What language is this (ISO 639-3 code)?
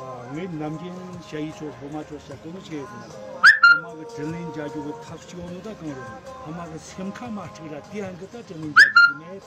bod